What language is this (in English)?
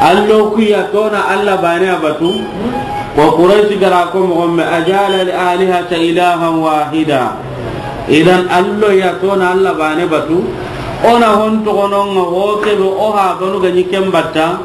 Soninke